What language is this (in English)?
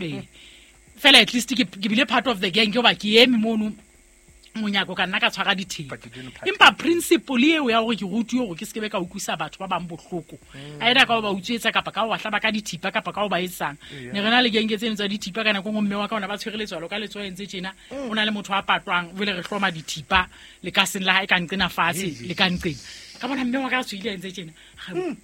Southern Sotho